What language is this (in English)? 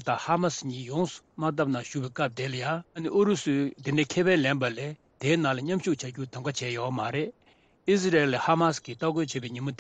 Tibetan